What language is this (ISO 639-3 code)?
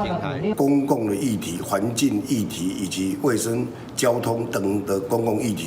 nan